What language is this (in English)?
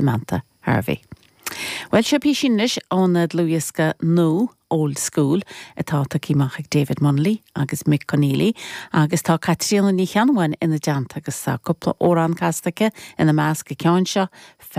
Irish